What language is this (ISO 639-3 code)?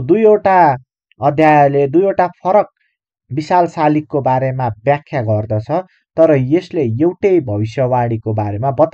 nep